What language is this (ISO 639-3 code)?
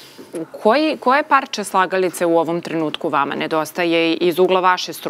srp